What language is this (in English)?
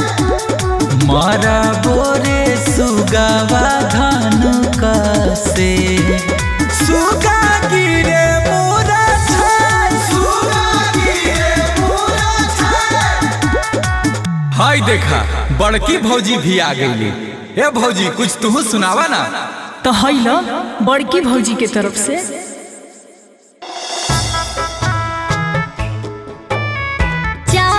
Bhojpuri